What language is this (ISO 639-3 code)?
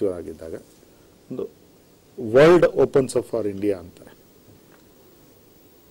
kan